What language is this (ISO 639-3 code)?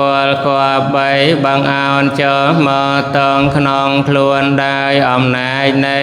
khm